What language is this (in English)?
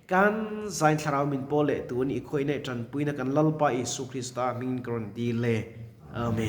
Mizo